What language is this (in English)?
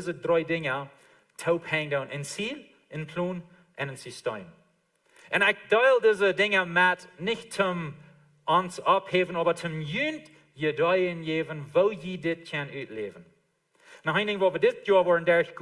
Plautdietsch